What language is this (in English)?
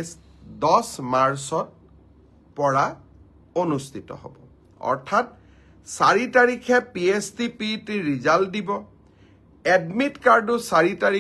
Assamese